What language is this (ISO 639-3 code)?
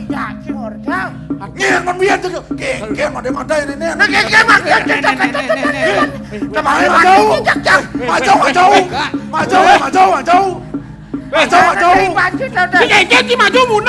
ban